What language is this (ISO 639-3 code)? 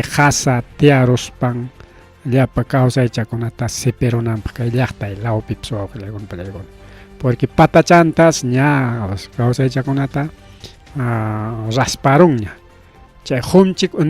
quy